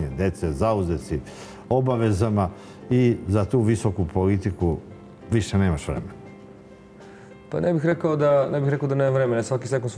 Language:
Serbian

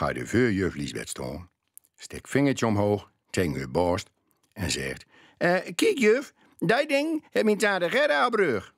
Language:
Gronings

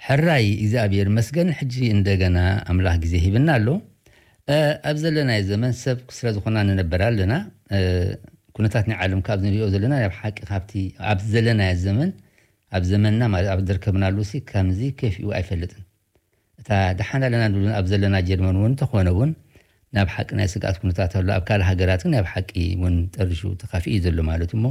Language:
Tigrinya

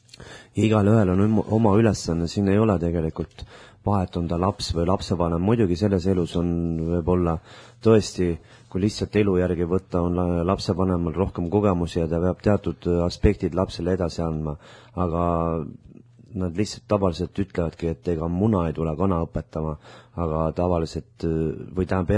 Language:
Estonian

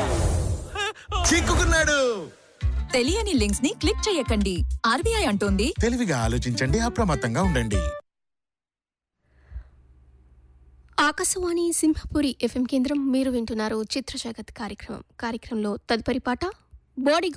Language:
Telugu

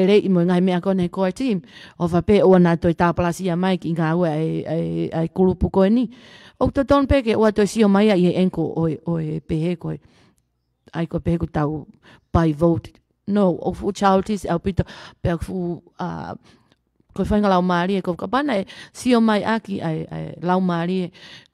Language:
Tongan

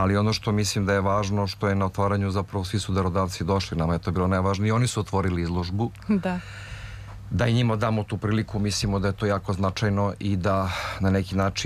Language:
Serbian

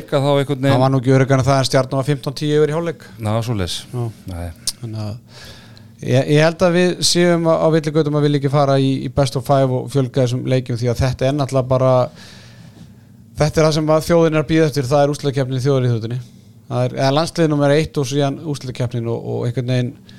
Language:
Icelandic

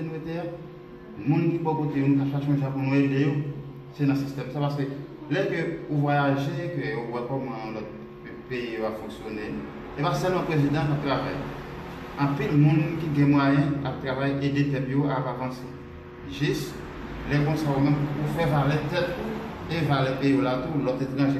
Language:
Haitian Creole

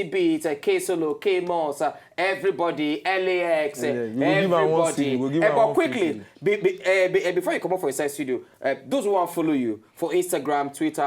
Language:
Nigerian Pidgin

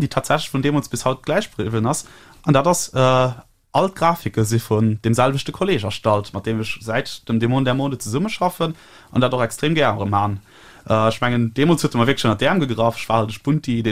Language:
Luxembourgish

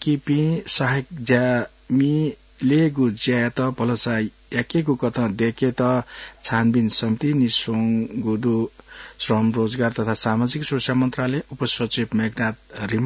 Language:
Newari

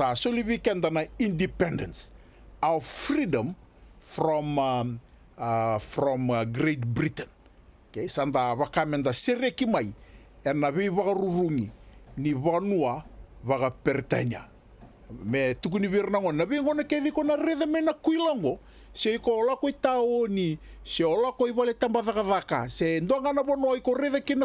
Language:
Fijian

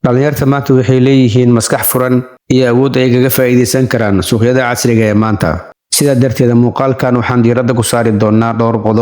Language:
Somali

